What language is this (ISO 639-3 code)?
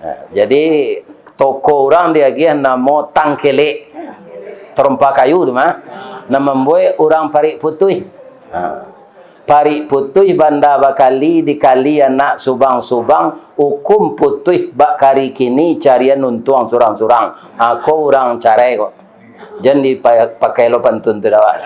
min